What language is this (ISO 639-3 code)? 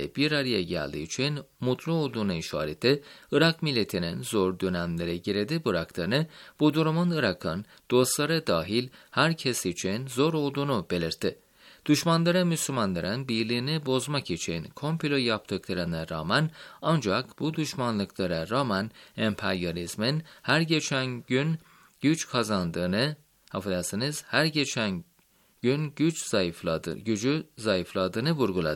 tur